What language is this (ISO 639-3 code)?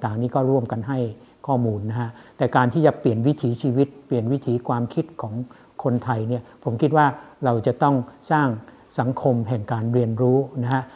tha